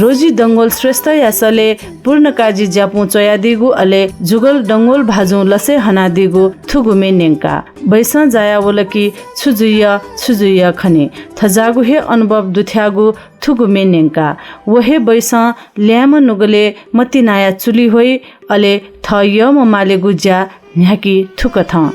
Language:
Newari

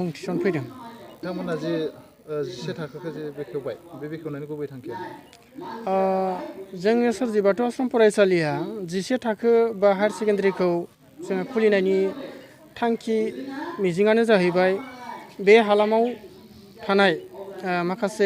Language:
Bodo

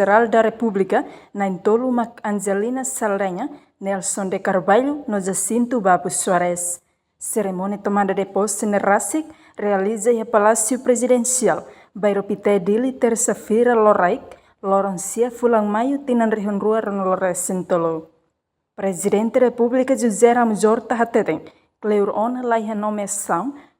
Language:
Tetum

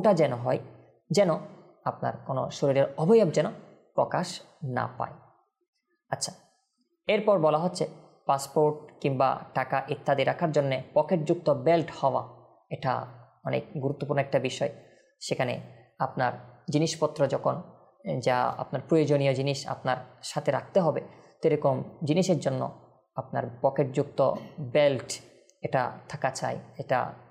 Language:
Bangla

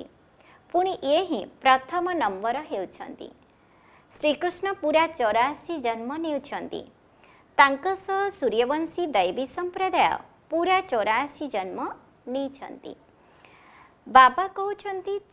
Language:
Odia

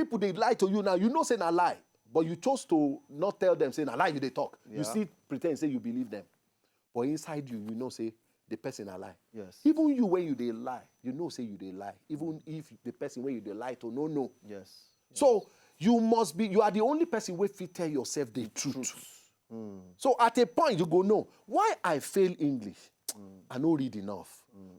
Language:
Nigerian Pidgin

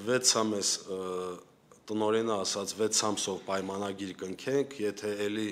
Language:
Armenian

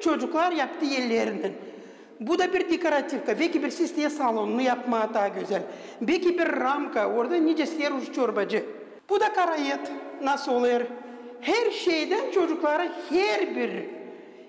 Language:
Gagauz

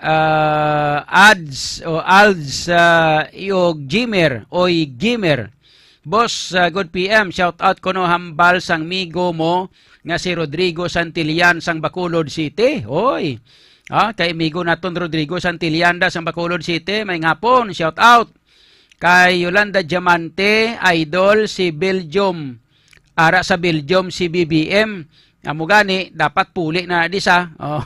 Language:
Hiligaynon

